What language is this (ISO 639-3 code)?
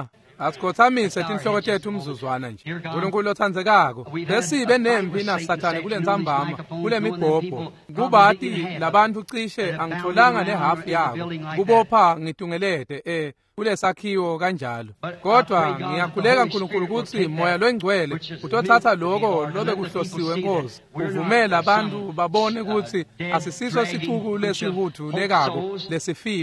ssw